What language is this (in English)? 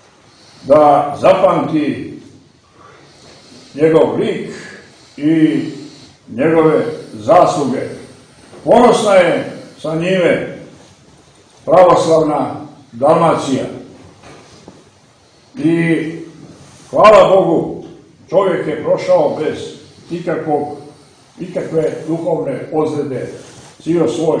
Serbian